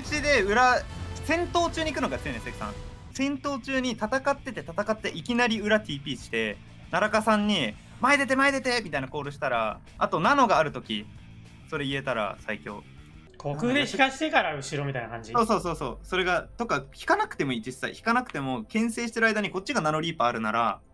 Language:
Japanese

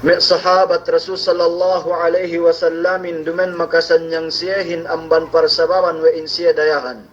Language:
Yakan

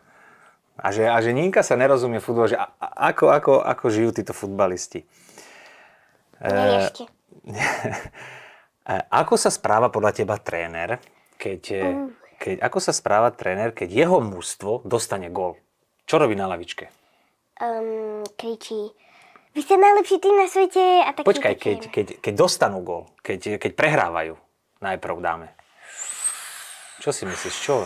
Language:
Slovak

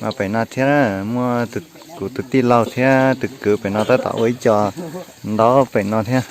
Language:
Hmong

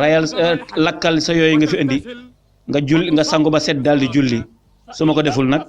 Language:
Wolof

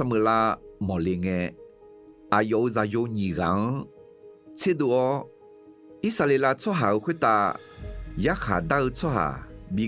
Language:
Akha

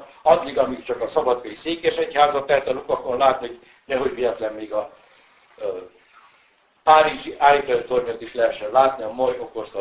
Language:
Hungarian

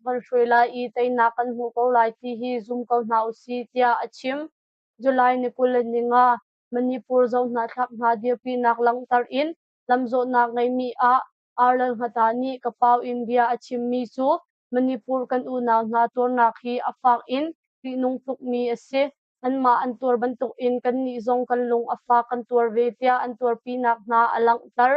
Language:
Hakha Chin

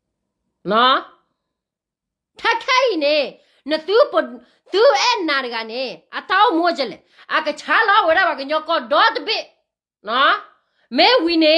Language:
S'gaw Karen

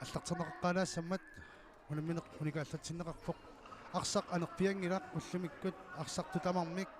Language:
Kalaallisut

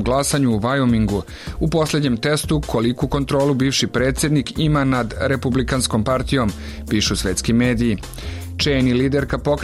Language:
Serbian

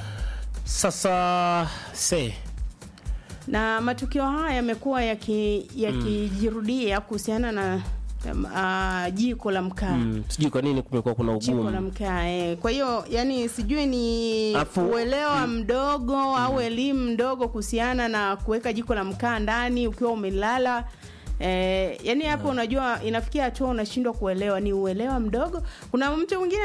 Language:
Swahili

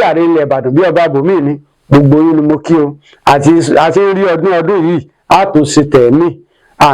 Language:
Yoruba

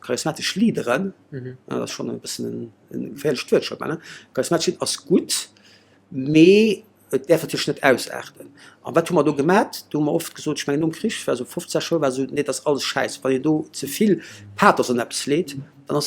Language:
Luxembourgish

